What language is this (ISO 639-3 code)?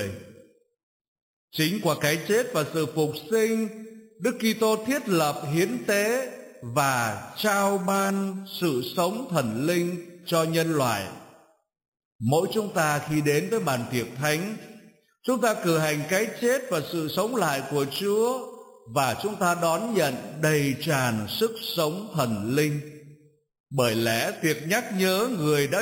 vie